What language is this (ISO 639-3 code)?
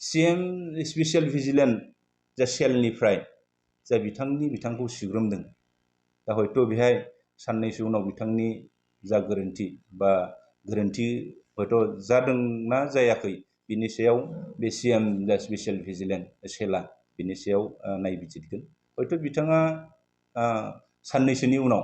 brx